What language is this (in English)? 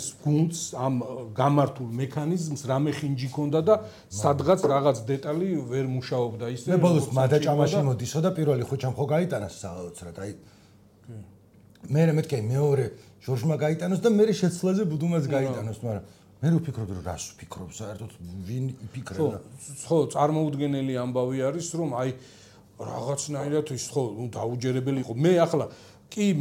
Georgian